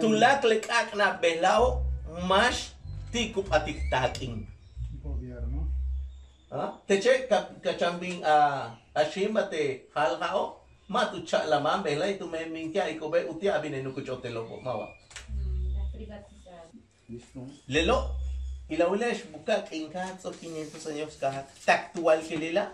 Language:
Yucateco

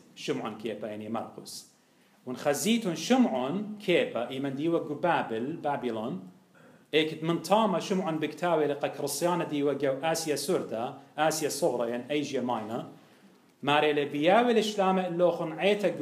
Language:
Assyrian Neo-Aramaic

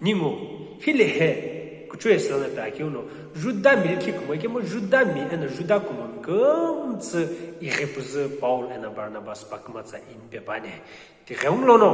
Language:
Sumi Naga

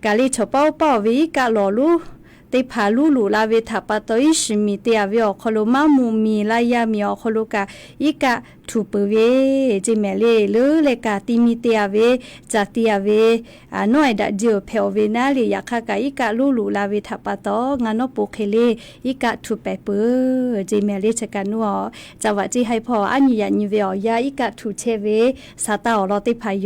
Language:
Lahu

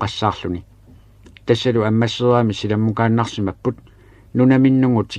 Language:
Kalaallisut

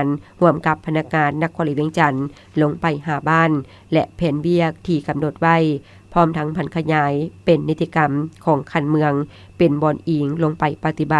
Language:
Lao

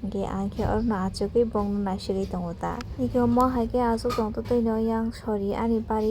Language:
Kok Borok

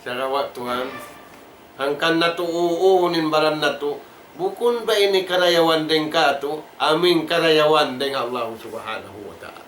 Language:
Tausug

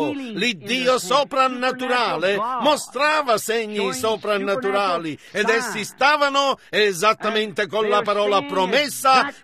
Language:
Italian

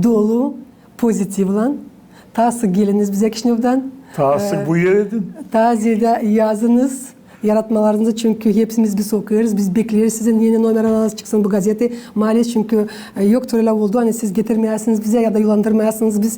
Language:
Gagauz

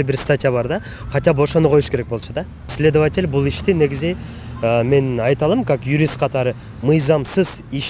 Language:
Kyrgyz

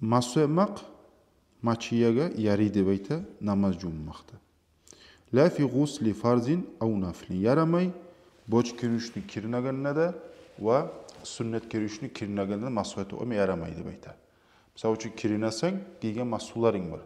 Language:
Kumyk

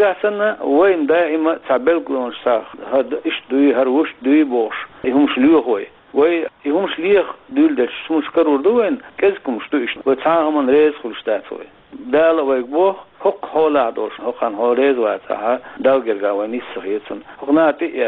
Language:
Chechen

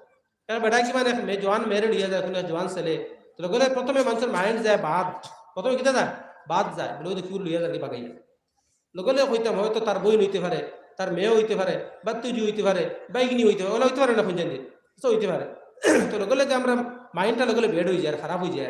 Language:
Sylheti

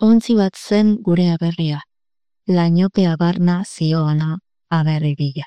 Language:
Basque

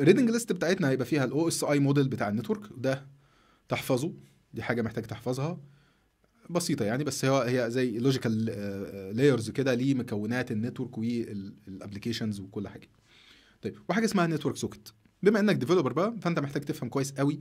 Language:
Egyptian Arabic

